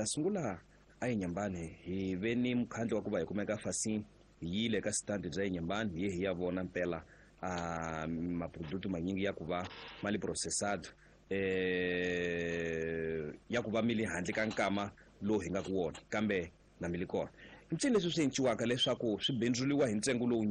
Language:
Tsonga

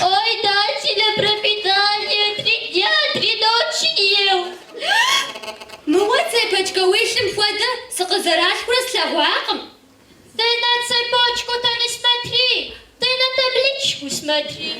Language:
Kabardian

